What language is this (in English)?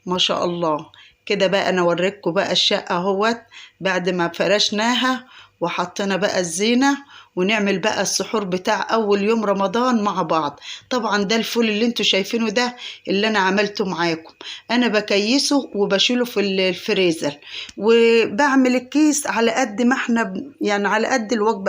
Egyptian Arabic